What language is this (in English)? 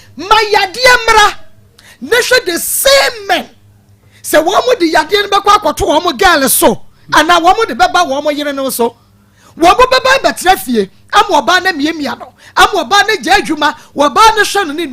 Akan